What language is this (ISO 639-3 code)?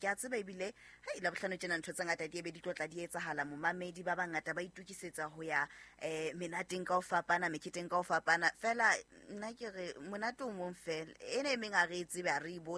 sot